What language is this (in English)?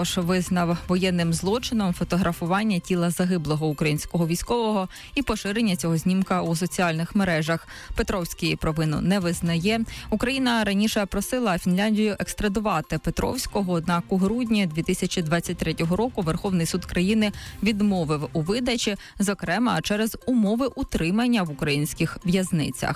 Ukrainian